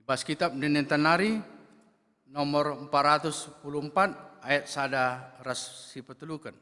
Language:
Batak Karo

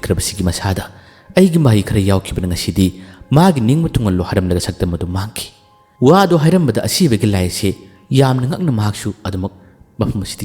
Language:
Manipuri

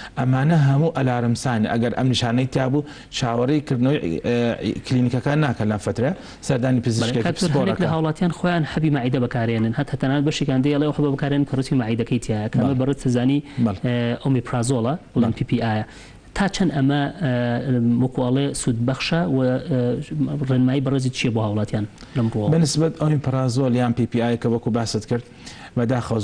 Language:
Central Kurdish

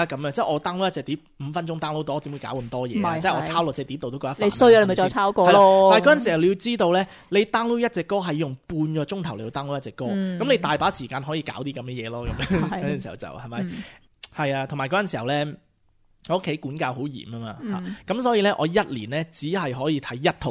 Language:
Cantonese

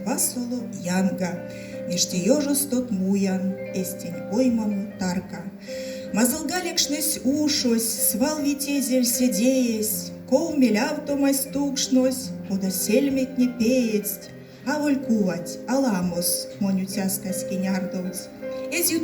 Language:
Erzya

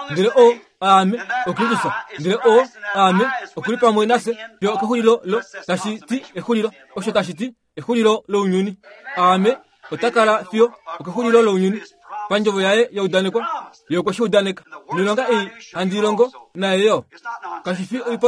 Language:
Kuanyama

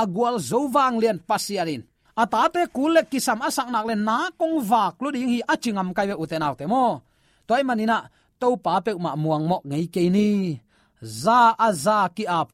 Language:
Tedim Chin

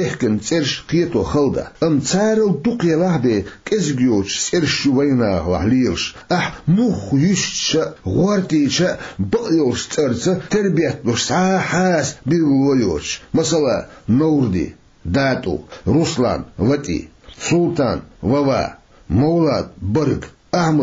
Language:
Chechen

